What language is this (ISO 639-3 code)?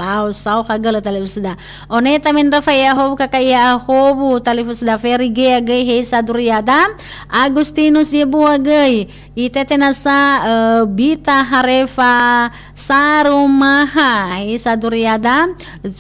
nia